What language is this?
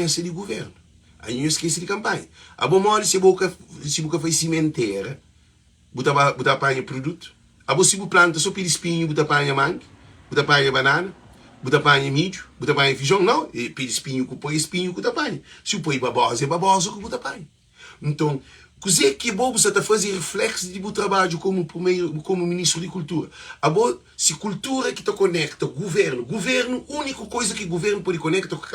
Kabuverdianu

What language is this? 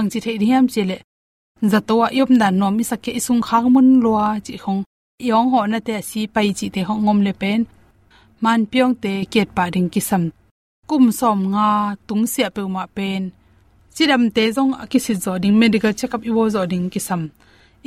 Tedim Chin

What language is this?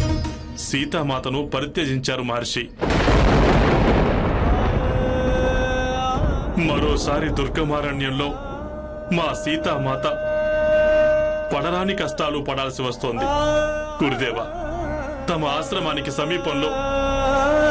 Telugu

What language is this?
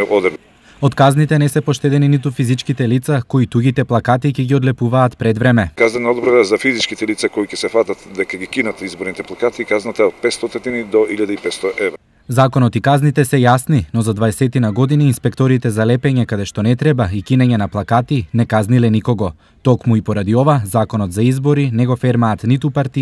Macedonian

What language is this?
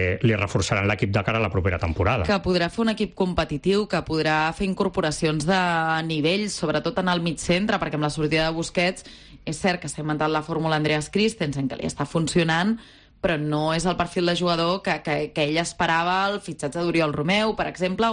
Catalan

